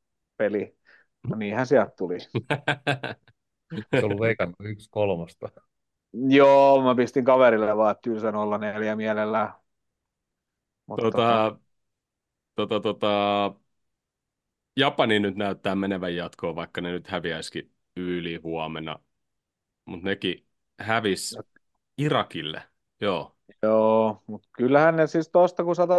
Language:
Finnish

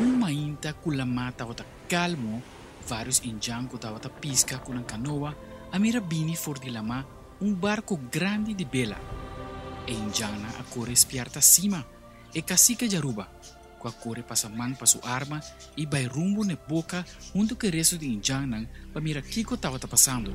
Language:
Papiamento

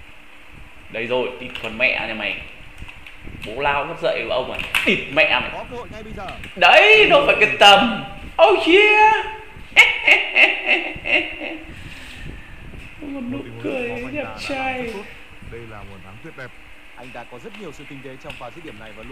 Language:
Vietnamese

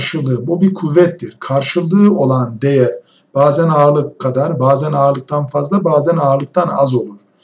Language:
Turkish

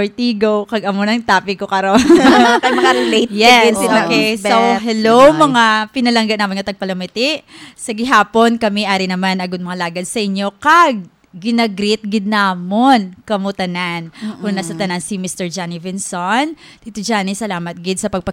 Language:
Hiligaynon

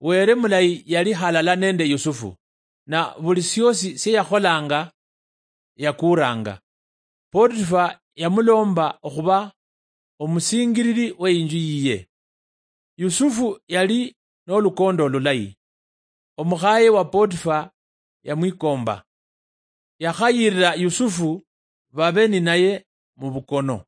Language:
Luyia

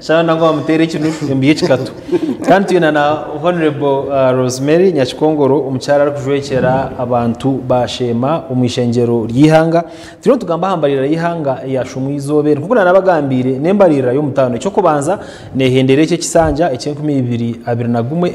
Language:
Nyankole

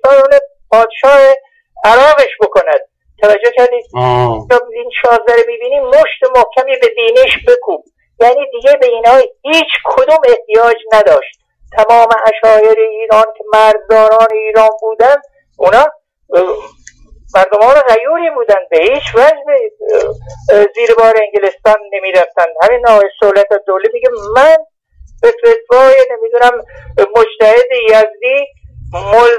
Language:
Persian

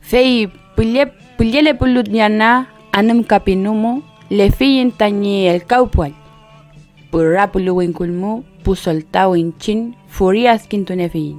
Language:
Mapuche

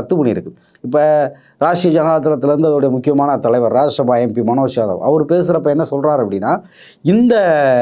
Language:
Tamil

